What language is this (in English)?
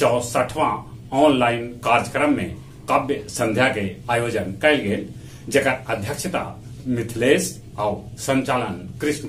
Magahi